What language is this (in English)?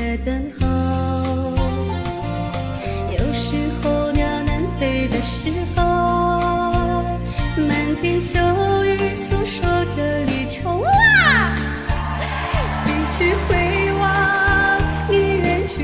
Chinese